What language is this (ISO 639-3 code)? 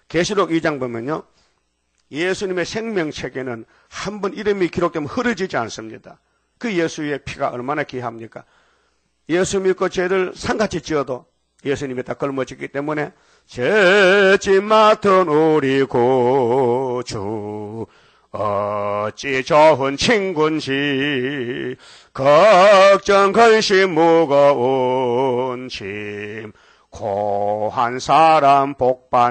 kor